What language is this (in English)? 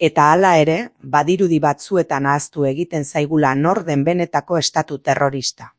Basque